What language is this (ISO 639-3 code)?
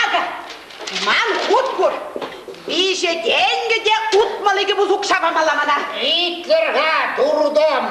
chv